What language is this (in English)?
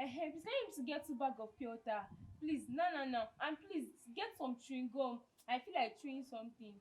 Nigerian Pidgin